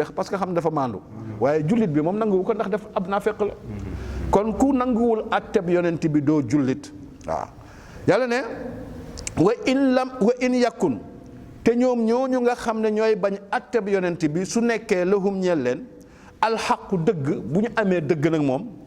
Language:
Wolof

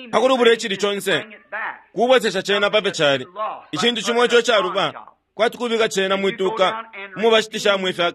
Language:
Bemba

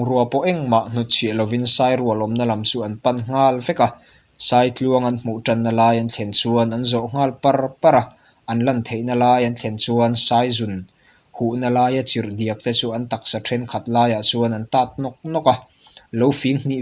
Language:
Mizo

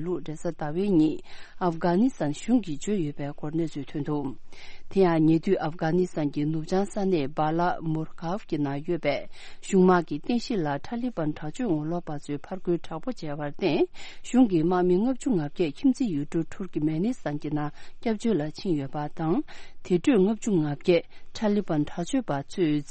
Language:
Tibetan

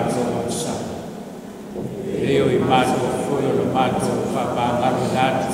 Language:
Samoan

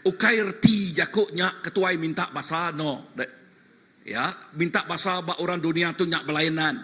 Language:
Iban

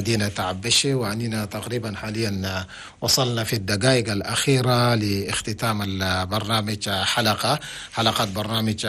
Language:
Chadian Arabic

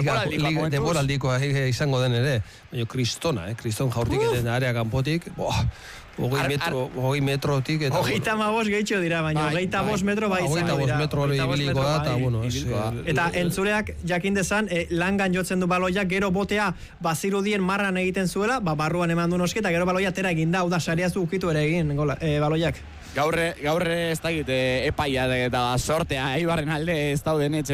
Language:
Basque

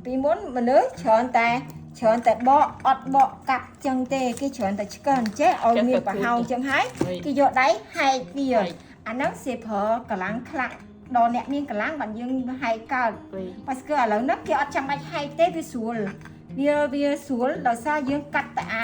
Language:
Khmer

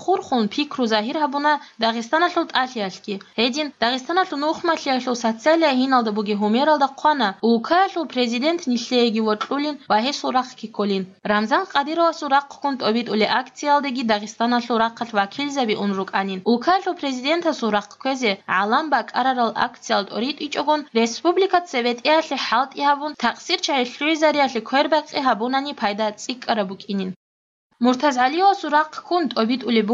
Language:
Avaric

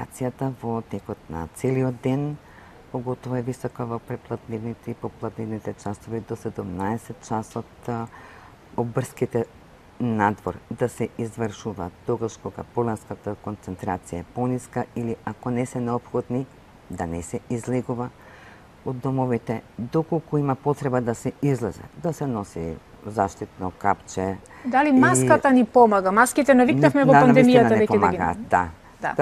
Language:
Macedonian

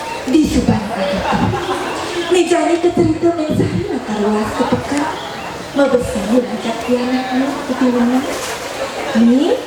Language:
Balinese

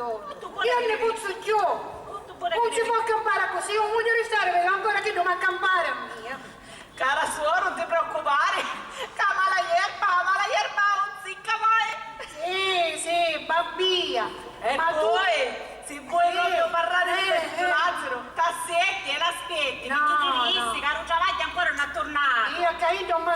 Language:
Sicilian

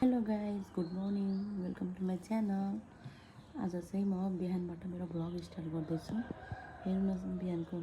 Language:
Nepali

